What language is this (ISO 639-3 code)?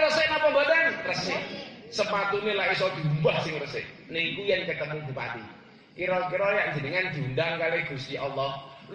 jav